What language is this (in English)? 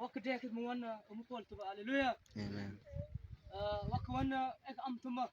Mabaan